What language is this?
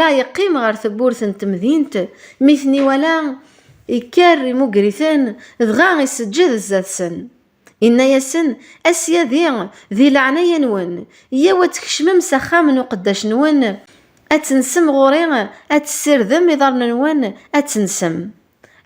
Kabyle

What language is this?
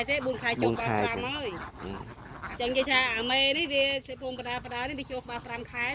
Khmer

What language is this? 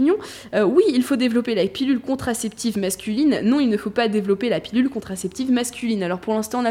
French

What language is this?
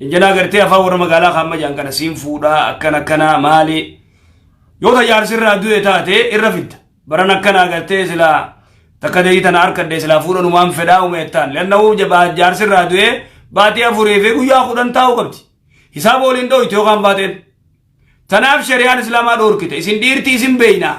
Oromo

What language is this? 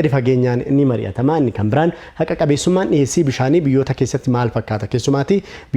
Oromo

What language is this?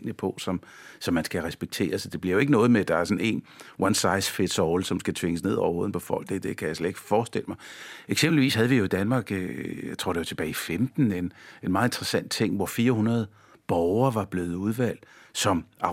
Danish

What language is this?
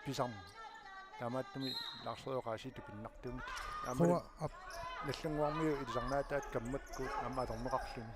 Kalaallisut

